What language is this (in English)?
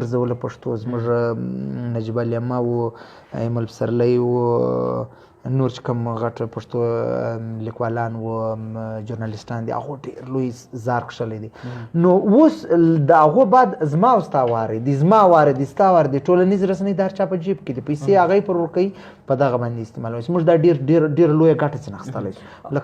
Pashto